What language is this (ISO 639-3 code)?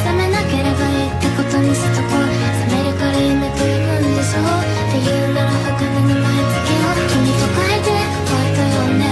jpn